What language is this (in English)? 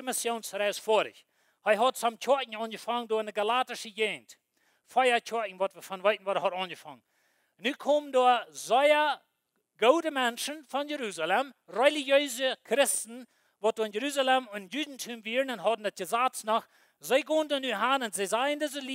Plautdietsch